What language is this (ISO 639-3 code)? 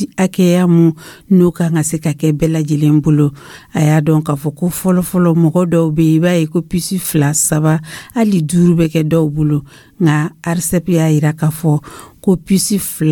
dyu